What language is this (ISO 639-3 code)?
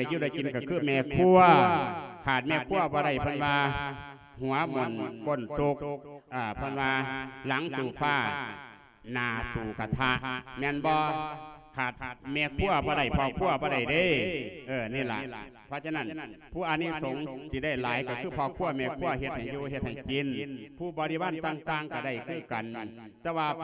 lao